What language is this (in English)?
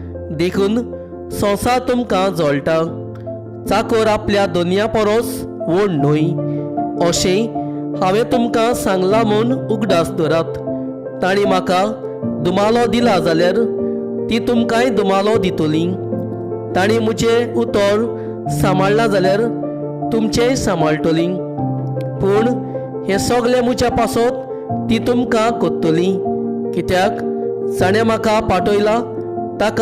Konkani